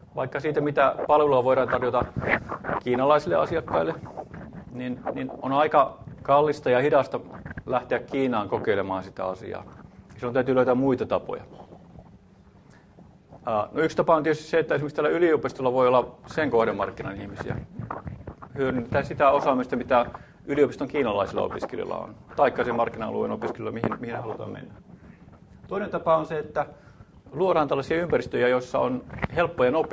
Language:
Finnish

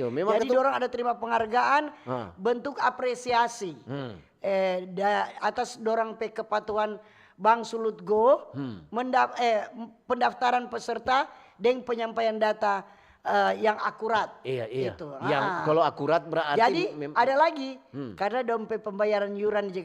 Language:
Manado Malay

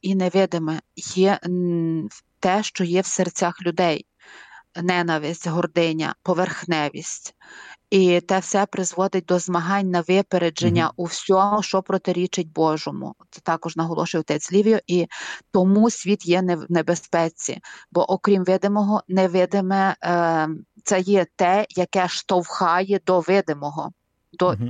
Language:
Ukrainian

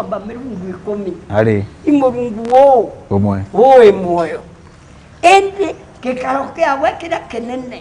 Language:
Meru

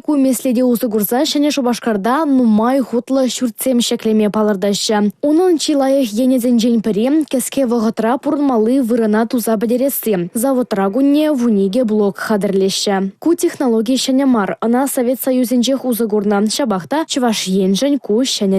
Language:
Chuvash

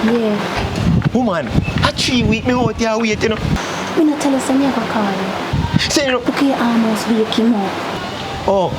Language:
Jamaican Creole English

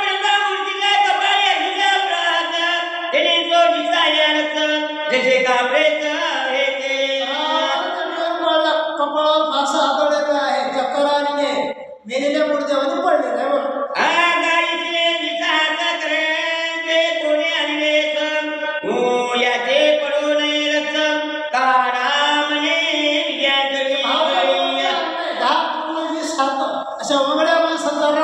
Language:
Marathi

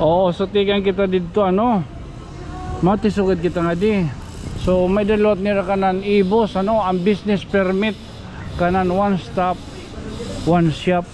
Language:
Waray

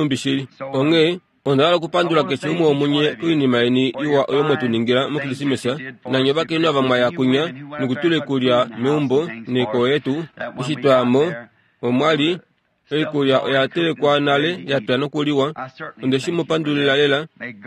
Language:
Kuanyama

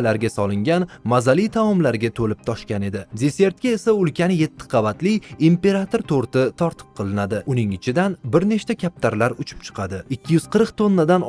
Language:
Uzbek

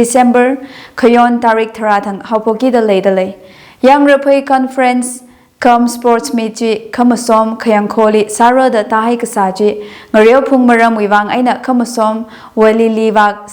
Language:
Tangkhul Naga (India)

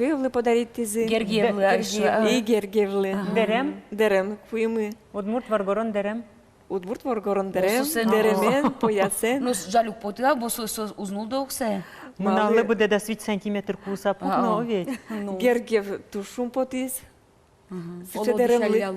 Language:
Udmurt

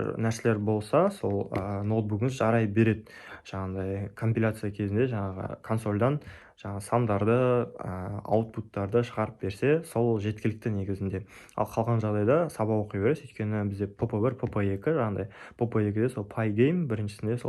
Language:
Kazakh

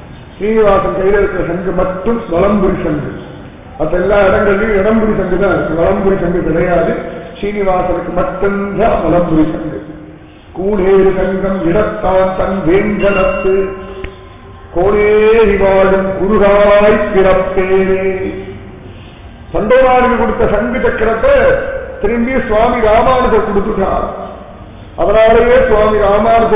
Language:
Tamil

